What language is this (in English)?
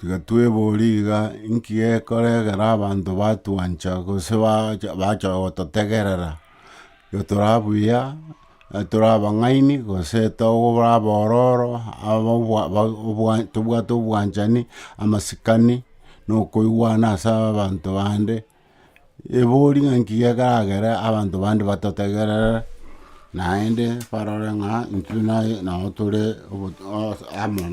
Gusii